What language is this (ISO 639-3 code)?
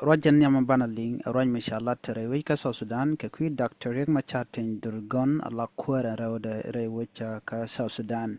nus